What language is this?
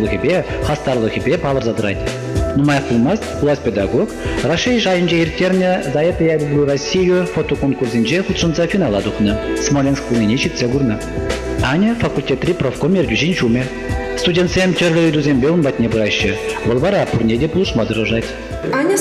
Chuvash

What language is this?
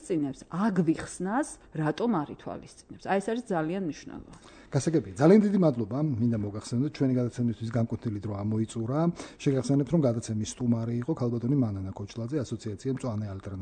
Georgian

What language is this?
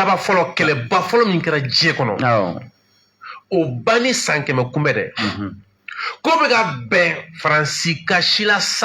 Bambara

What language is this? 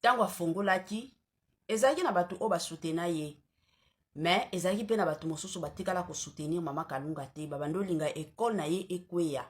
Lingala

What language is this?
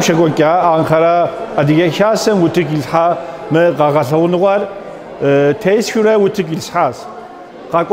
Kabardian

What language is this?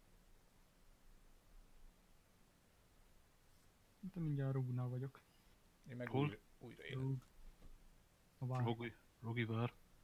Hungarian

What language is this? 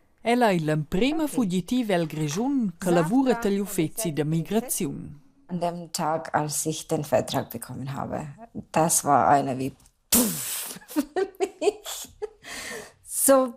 Romansh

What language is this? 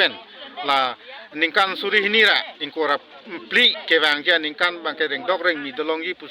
Karbi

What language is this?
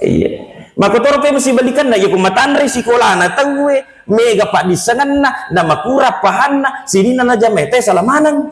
Buginese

